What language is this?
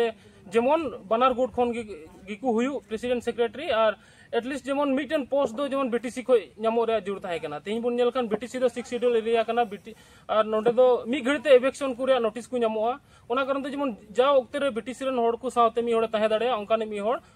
Santali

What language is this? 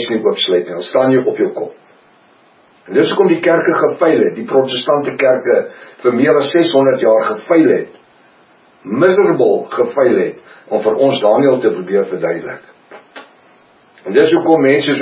Afrikaans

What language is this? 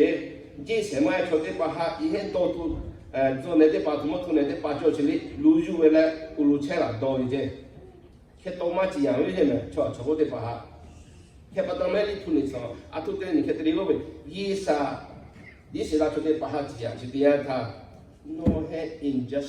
Lahu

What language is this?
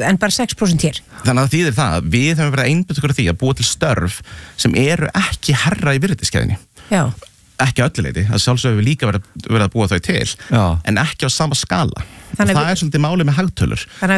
Icelandic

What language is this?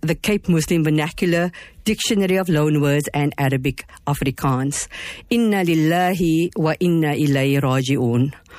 Afrikaans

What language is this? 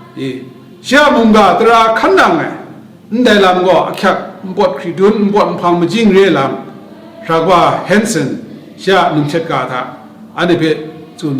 Kachin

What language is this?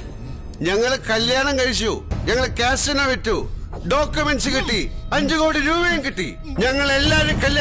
Malayalam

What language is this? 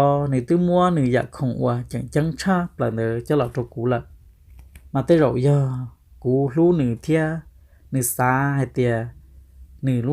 Hmong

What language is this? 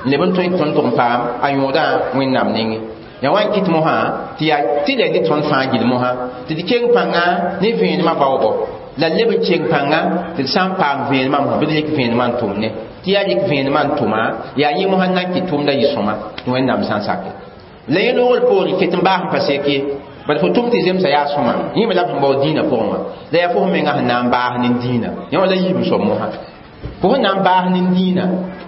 Mossi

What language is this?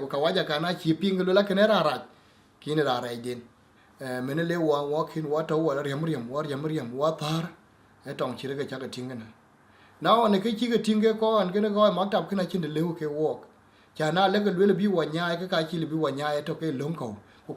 Dinka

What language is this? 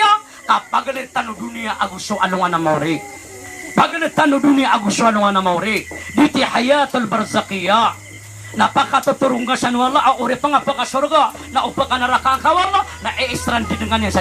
Maranao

